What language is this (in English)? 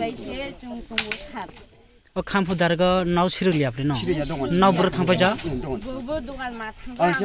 Kok Borok